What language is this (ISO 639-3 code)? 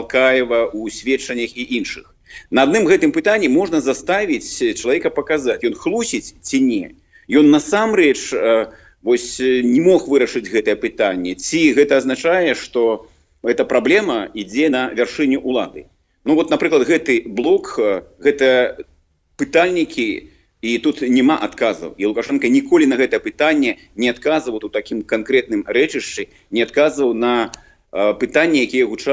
bel